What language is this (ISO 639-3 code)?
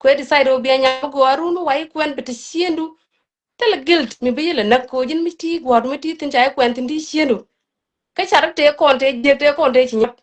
nus